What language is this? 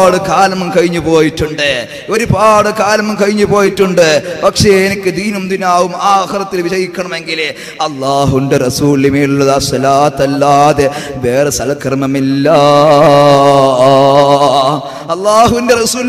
Malayalam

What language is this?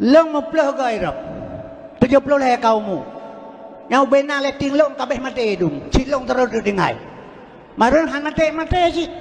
Achinese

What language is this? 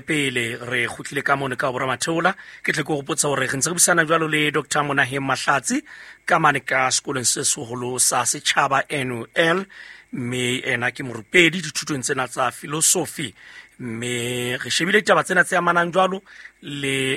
Southern Sotho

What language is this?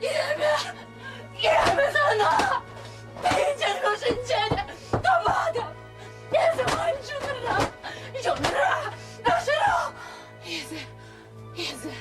Chuvash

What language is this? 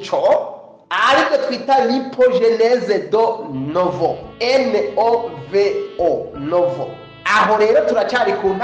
Rundi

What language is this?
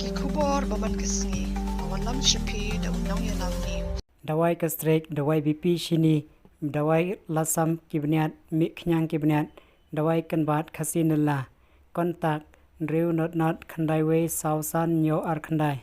Khasi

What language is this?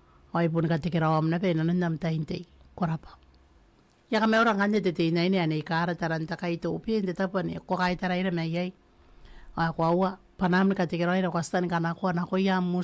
Gilbertese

